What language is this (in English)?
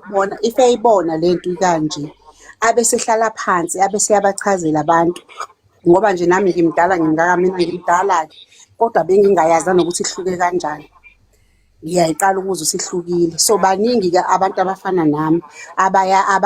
Zulu